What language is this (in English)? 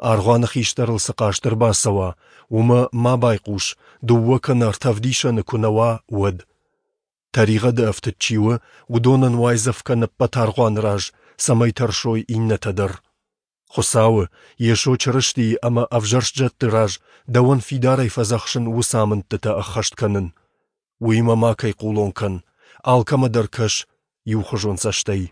Ossetic